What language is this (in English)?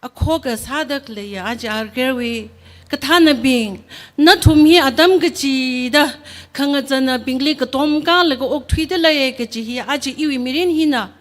Tangkhul Naga (India)